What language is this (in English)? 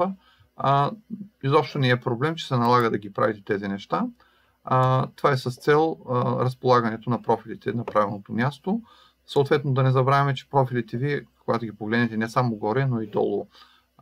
Bulgarian